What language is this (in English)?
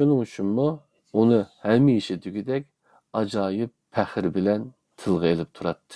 Uyghur